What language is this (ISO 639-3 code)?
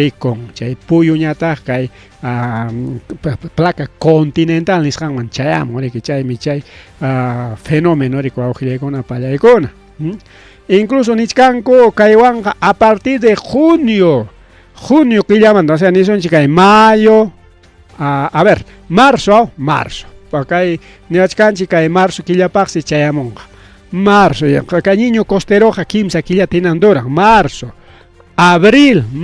quy